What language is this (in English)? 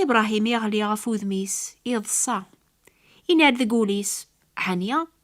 Kabyle